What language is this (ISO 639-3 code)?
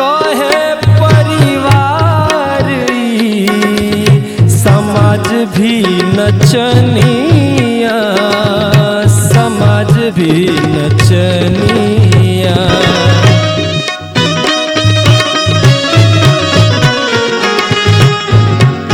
bho